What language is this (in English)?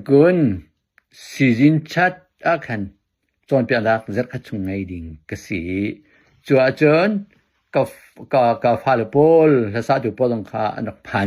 Hakha Chin